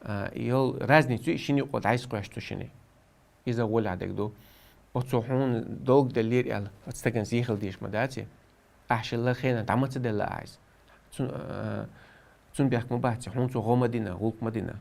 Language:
Chechen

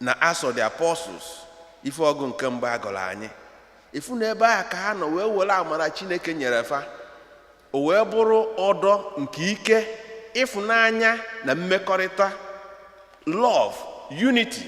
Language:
Igbo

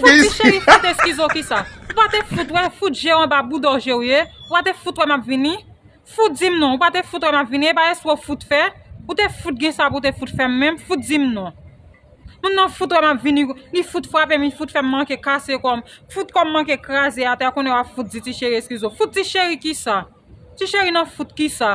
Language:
Haitian Creole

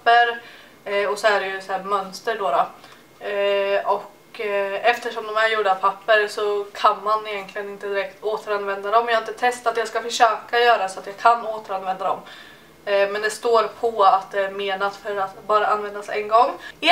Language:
Swedish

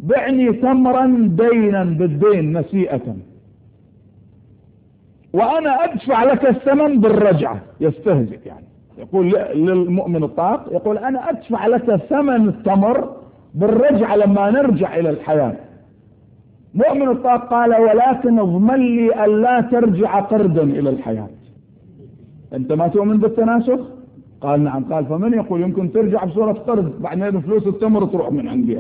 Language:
Arabic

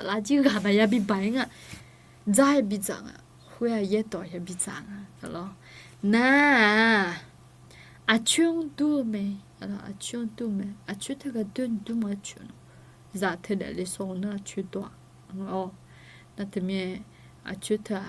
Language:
Akha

